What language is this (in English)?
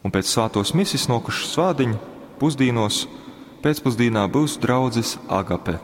Latgalian